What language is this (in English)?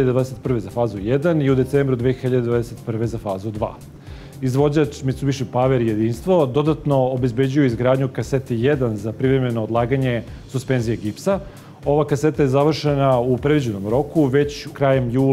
Serbian